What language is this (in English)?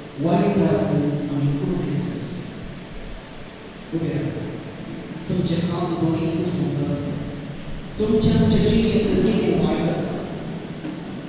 Konkani